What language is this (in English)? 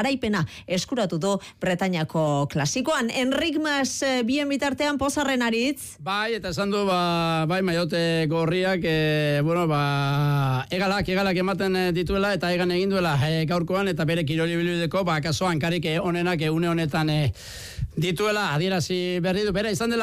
Basque